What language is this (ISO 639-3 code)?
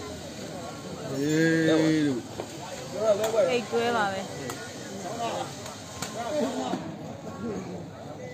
mya